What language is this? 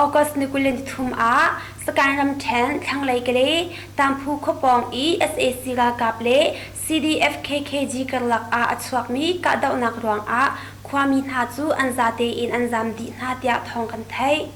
Hakha Chin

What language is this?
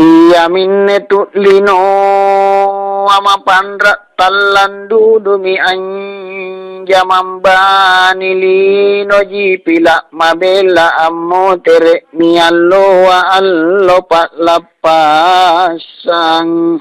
Makasar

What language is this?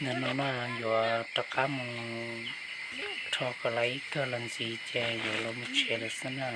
Hmong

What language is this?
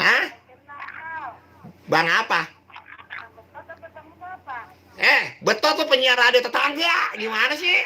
Betawi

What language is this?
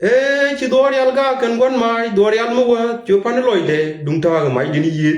Nuer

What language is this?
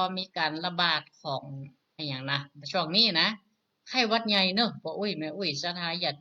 Northern Thai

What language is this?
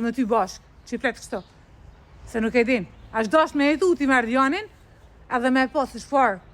Albanian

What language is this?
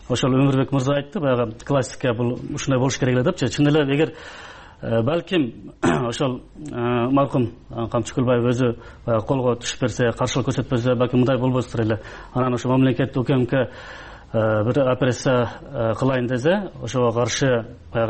Kyrgyz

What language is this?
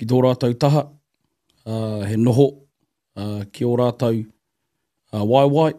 Māori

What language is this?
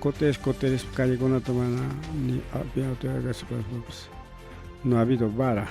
Ayacucho Quechua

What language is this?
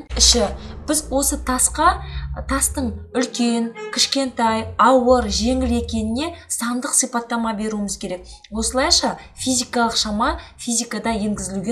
Kazakh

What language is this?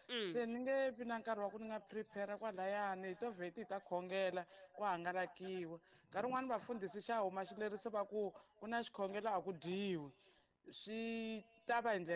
Tsonga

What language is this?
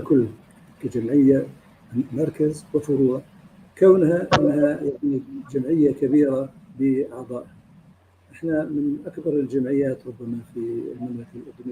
North Levantine Arabic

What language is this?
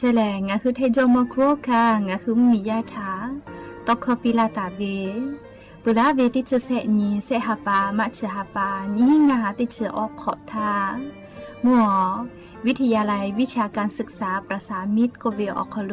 Lahu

